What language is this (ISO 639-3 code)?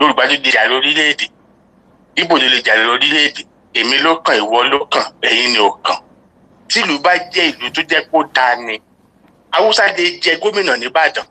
yor